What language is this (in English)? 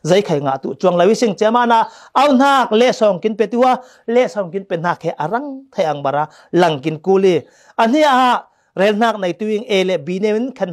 Falam Chin